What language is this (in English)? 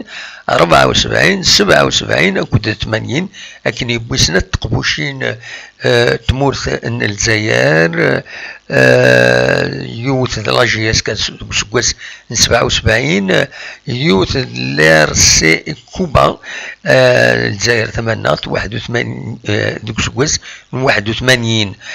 Kabyle